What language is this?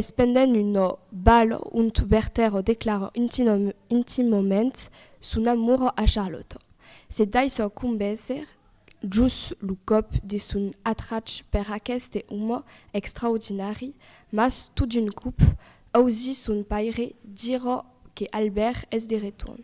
Occitan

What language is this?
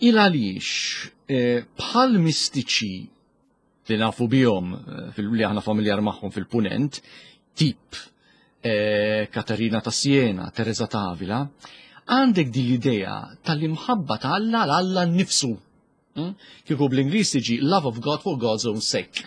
Maltese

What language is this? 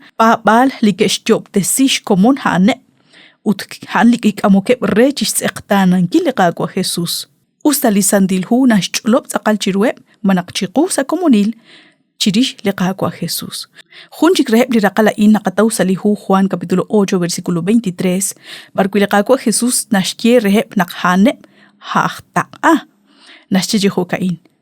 Kekchí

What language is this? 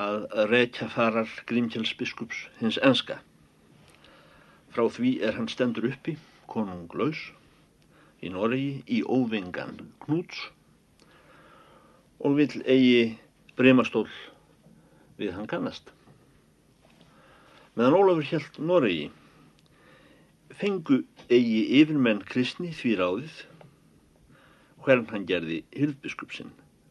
Icelandic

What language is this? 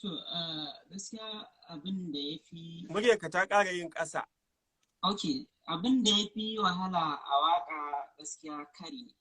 Hausa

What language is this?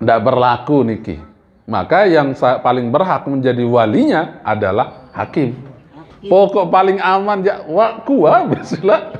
Sasak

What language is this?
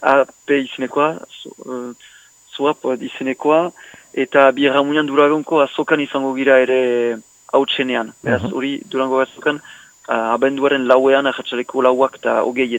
Basque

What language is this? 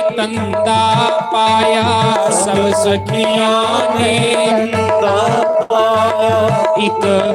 Dogri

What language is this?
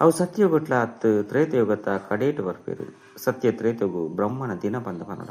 Tulu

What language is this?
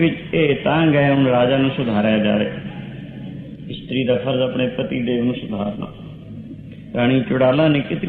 Punjabi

